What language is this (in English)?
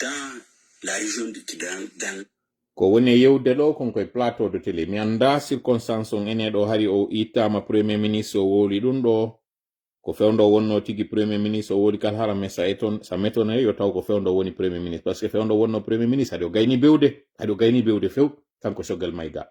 Fula